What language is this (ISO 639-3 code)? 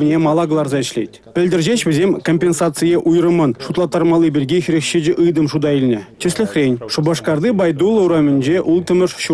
chv